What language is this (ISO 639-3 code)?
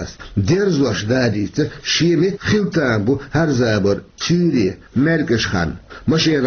che